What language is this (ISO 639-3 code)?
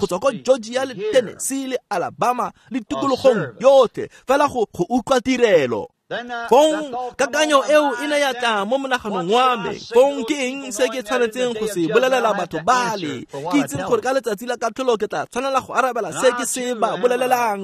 tsn